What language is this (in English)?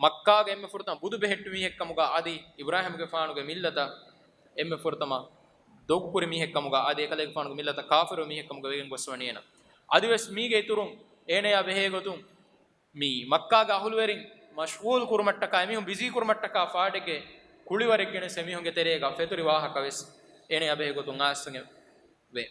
Divehi